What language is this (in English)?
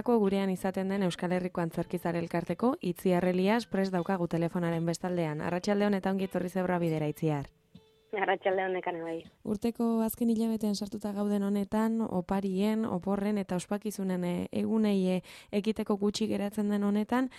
Basque